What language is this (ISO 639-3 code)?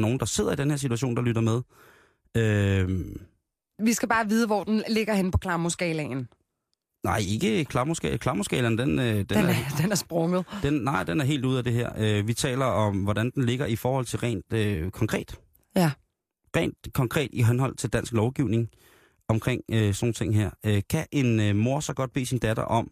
dan